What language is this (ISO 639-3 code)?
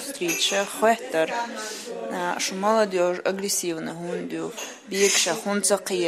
che